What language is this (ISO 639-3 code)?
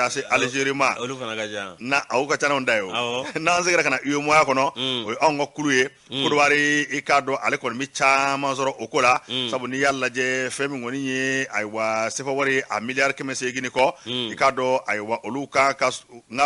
bam